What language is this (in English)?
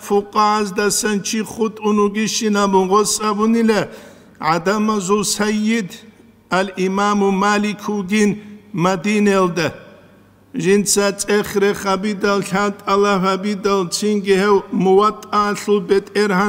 Avaric